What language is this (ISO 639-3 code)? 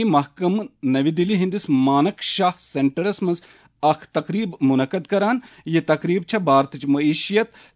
kas